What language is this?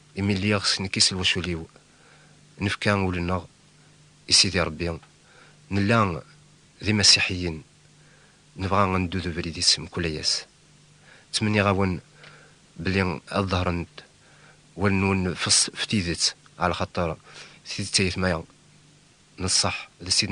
Kabyle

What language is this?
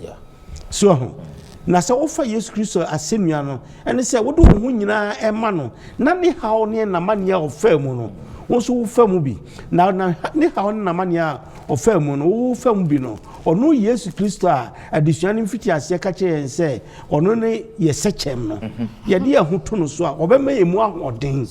Akan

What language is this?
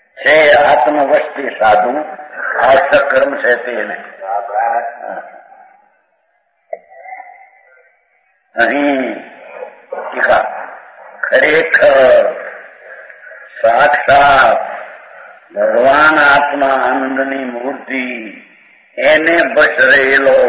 Gujarati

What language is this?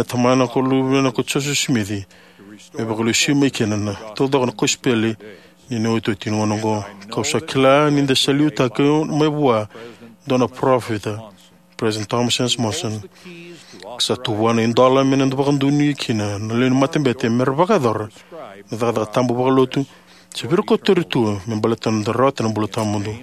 Fijian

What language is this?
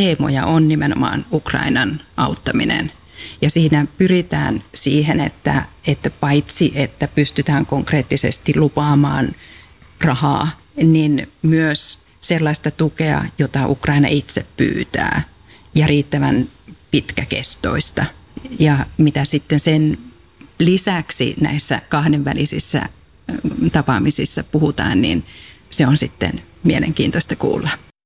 Finnish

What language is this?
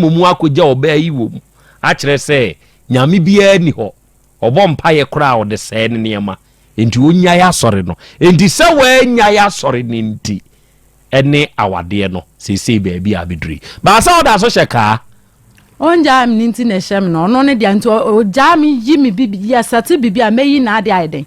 Akan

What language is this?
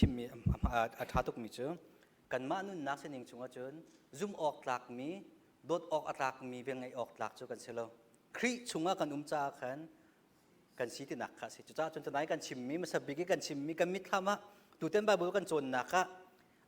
Hakha Chin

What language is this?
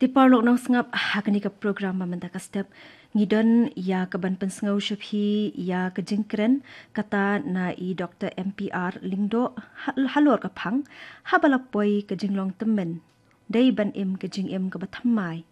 Khasi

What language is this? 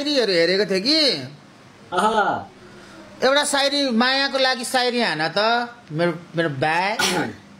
Nepali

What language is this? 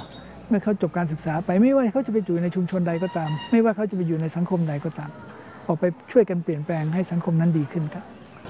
Thai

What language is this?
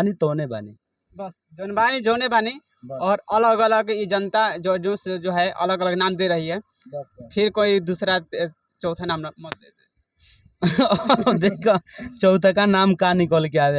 Bhojpuri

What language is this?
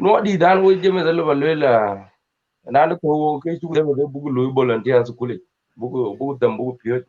Dinka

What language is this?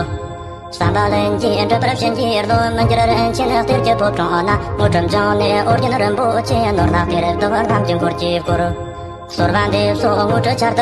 Tibetan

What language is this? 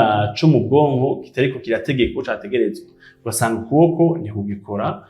Rundi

